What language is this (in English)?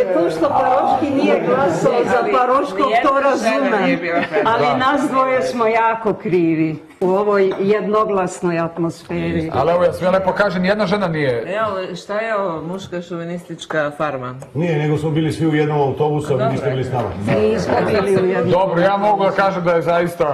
Serbian